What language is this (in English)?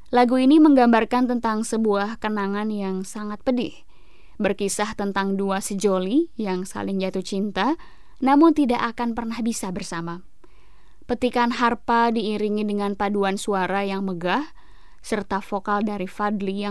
Indonesian